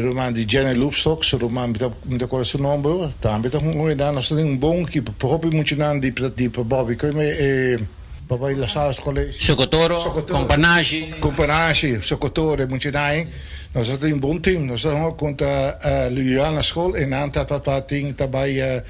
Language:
Papiamento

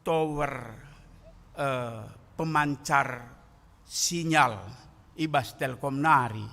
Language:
Batak Karo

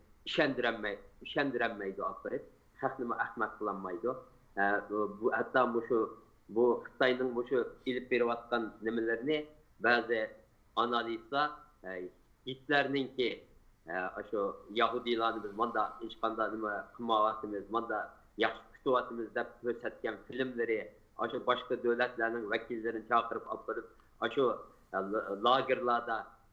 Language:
Uyghur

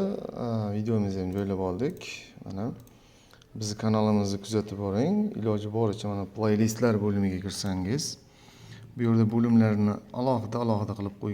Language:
Uzbek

